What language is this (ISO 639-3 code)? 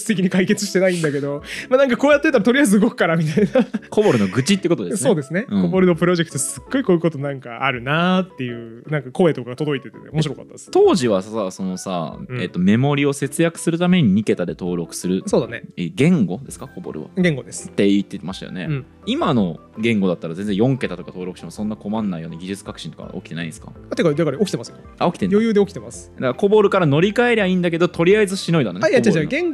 jpn